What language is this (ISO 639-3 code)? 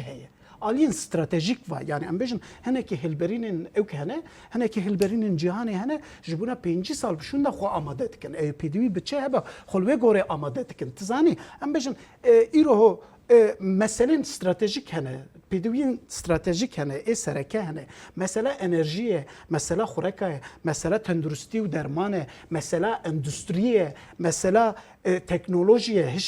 kur